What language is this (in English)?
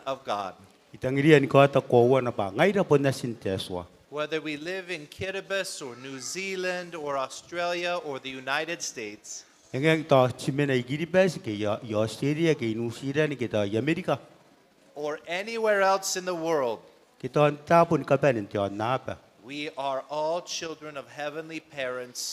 Gilbertese